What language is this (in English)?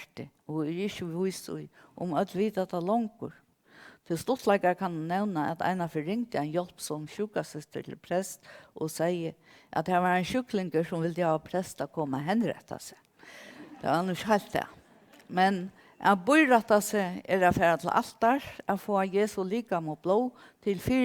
Faroese